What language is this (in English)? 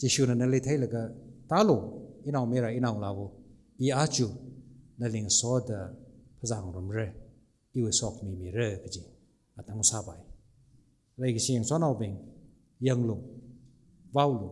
Tangkhul Naga (India)